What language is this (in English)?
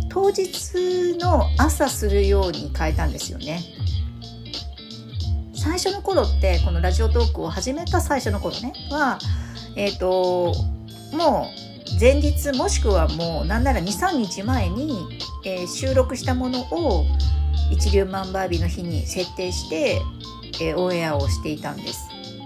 Japanese